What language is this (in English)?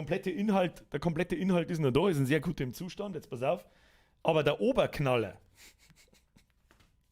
Bavarian